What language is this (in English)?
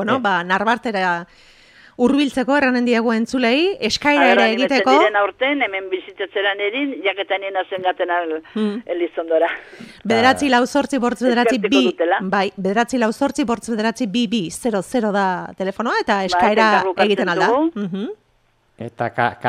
Basque